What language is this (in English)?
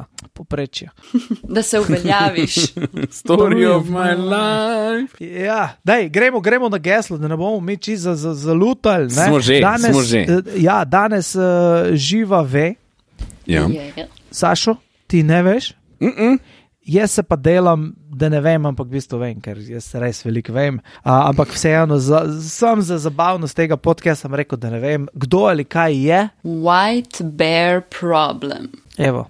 Slovenian